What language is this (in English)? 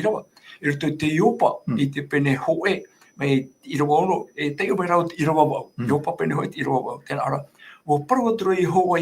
Tahitian